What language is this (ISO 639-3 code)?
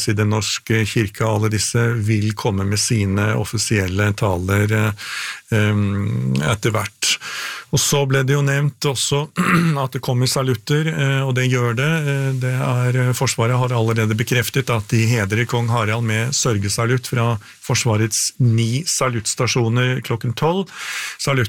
nor